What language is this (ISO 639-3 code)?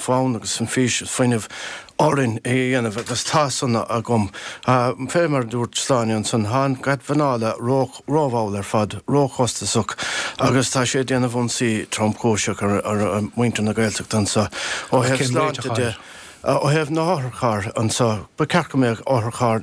gle